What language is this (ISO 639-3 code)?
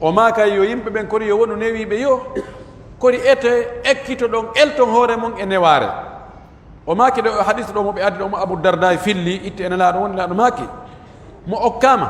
fuf